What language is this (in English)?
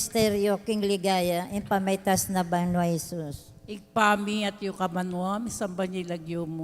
Pampanga